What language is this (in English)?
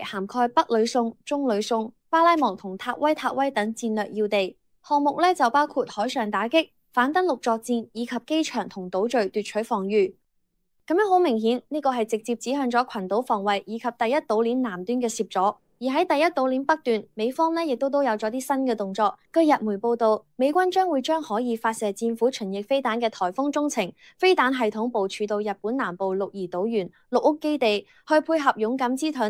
Cantonese